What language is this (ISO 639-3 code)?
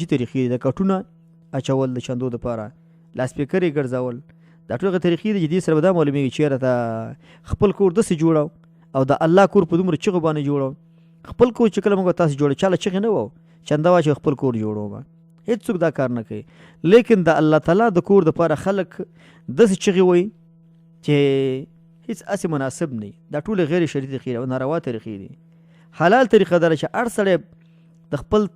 pus